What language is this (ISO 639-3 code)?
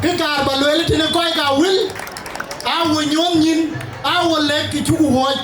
din